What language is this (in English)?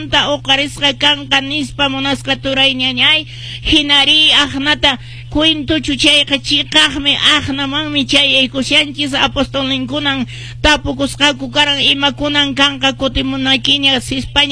Quechua